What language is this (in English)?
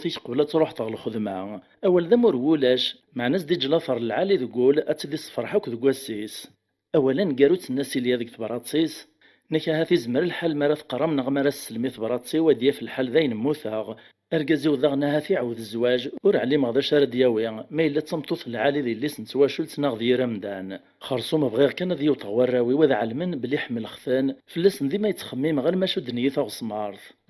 Kabyle